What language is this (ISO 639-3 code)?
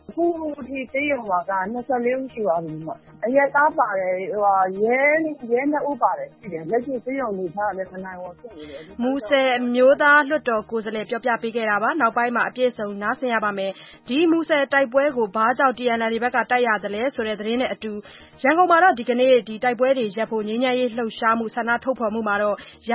mya